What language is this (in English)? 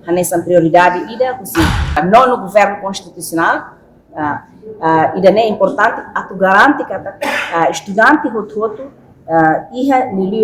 Tetum